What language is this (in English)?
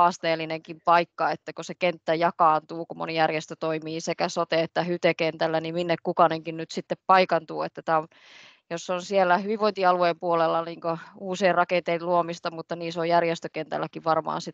Finnish